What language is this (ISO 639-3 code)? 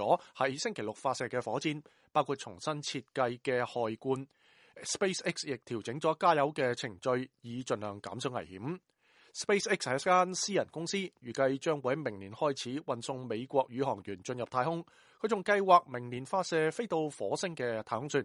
yue